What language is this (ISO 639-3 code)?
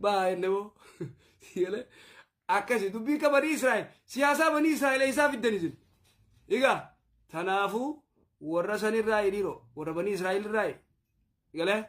orm